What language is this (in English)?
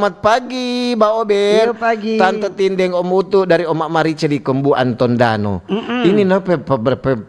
Manado Malay